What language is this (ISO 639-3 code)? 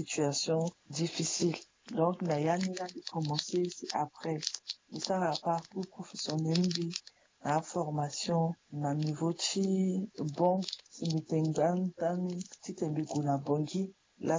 sag